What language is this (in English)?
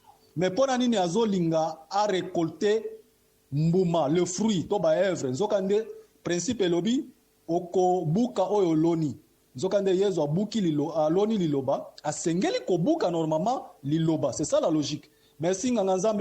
Lingala